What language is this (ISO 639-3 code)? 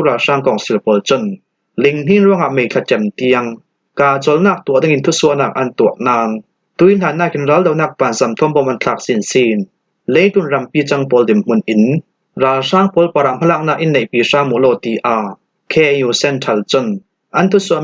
cfm